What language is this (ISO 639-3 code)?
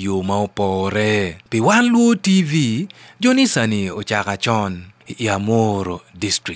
ach